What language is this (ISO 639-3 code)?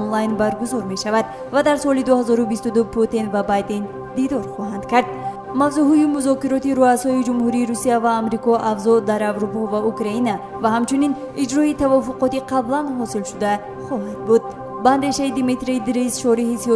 tgk